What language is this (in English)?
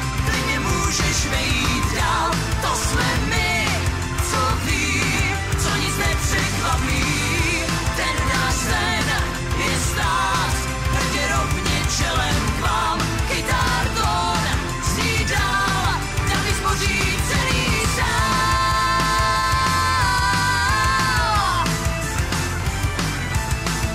Czech